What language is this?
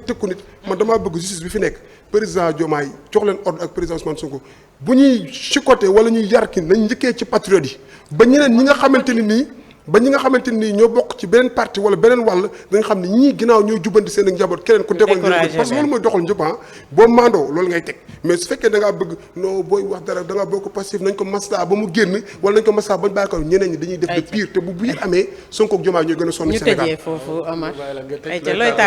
Wolof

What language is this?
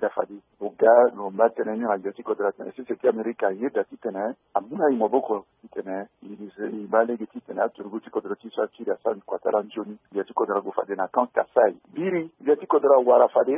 Sango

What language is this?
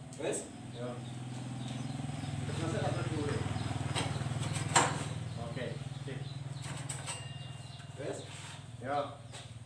Indonesian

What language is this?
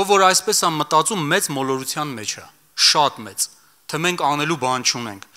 Armenian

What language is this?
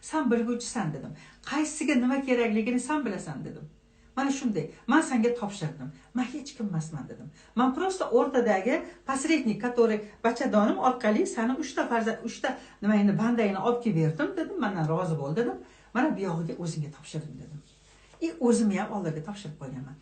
Uzbek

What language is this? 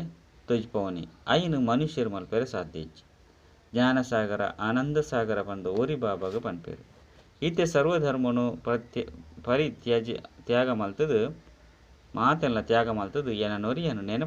Tulu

